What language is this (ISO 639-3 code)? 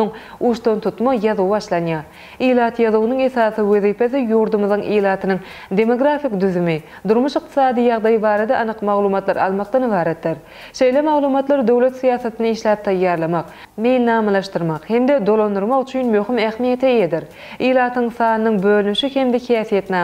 tuk